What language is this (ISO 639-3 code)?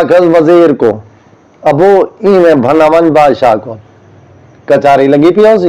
skr